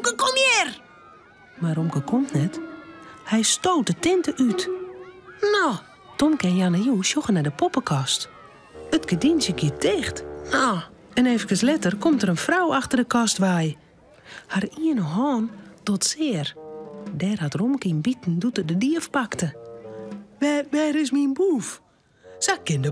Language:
Western Frisian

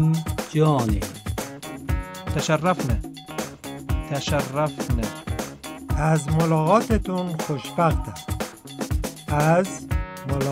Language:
Persian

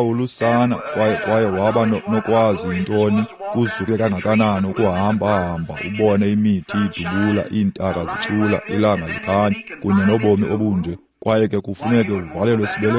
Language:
Xhosa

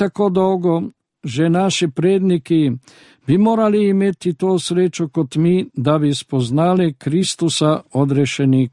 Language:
Slovenian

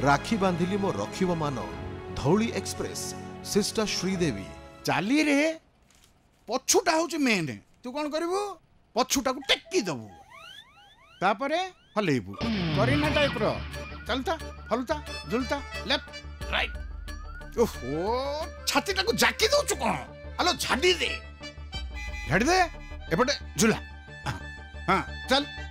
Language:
Odia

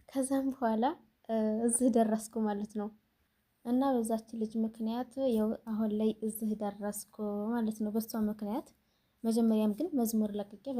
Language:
Amharic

